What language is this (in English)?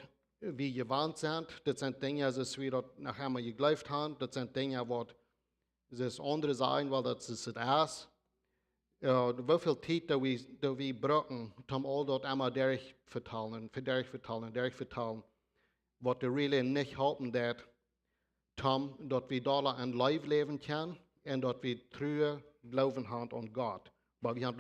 Plautdietsch